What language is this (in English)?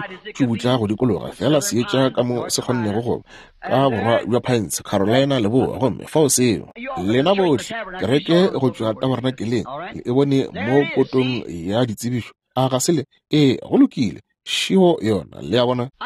Northern Sotho